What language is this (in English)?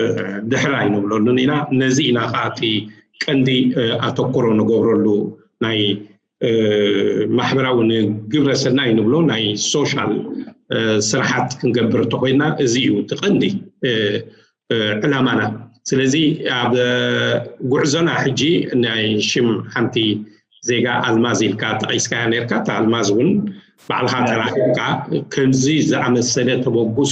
Tigrinya